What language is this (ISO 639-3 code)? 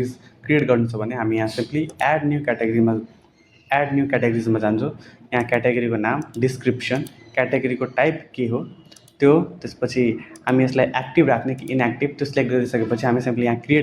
nep